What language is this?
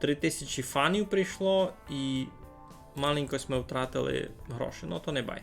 Rusyn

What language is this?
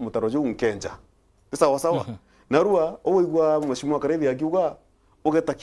Meru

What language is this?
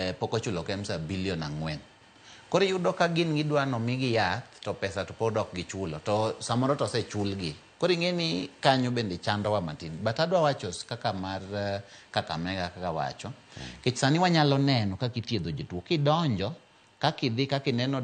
Luo (Kenya and Tanzania)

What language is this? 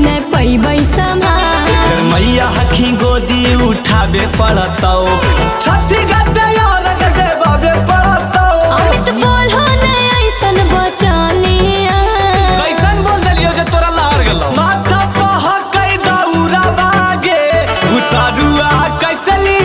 Magahi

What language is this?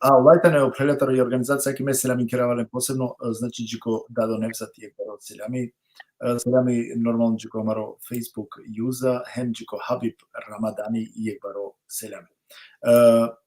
Balkan Romani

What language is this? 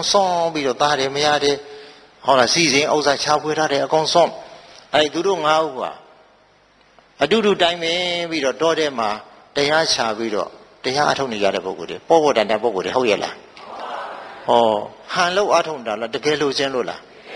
Burmese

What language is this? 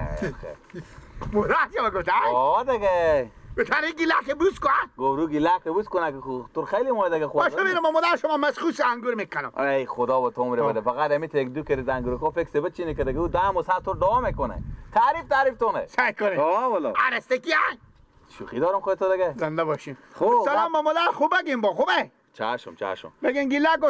Persian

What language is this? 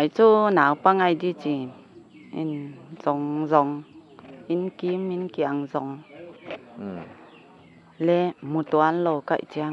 Paite Chin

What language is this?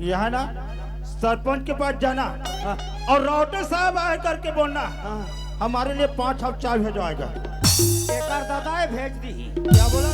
Chhattisgarhi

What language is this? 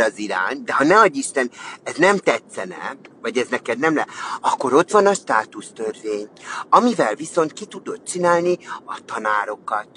Hungarian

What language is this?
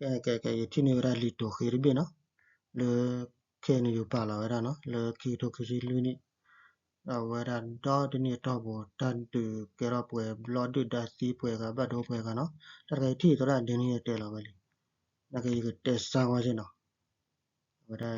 S'gaw Karen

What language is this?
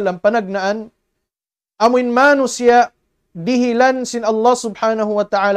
Tausug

